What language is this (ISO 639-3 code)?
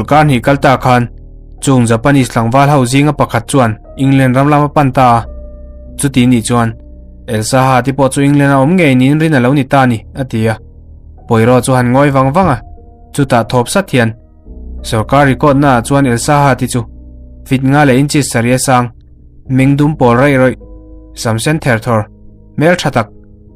lus